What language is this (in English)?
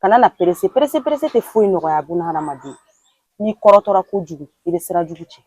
Bambara